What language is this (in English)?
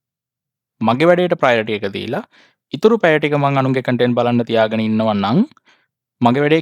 Sinhala